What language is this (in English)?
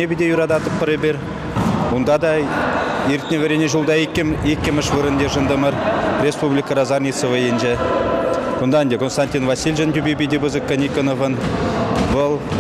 Chuvash